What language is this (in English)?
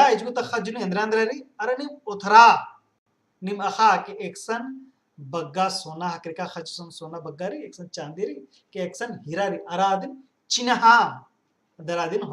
Kurukh